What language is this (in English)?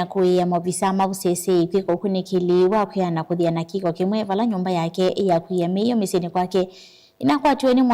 Kamba